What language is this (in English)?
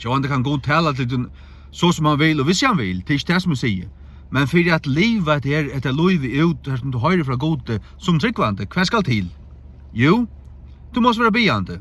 Faroese